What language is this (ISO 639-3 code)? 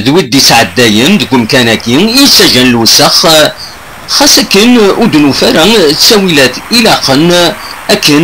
kab